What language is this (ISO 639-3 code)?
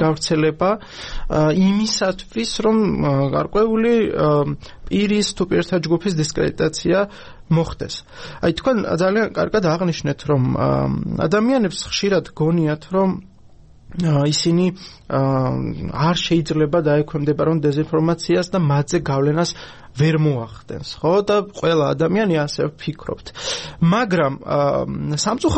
kat